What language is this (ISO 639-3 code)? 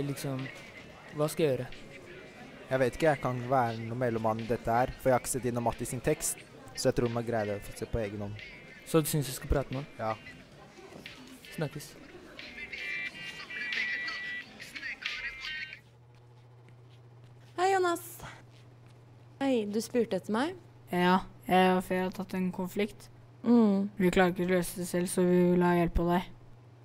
nor